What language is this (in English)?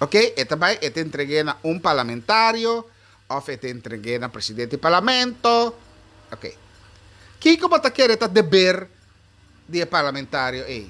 Papiamento